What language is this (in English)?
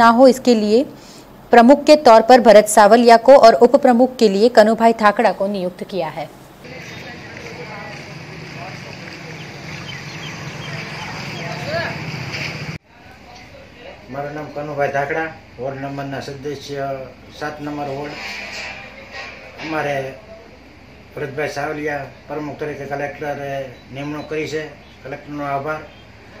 Gujarati